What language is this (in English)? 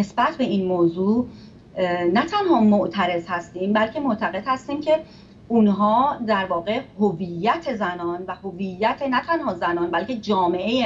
Persian